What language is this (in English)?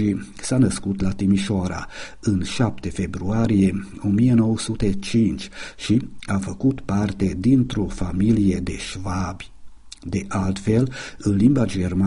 Romanian